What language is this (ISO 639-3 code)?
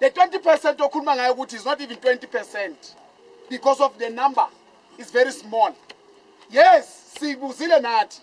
zul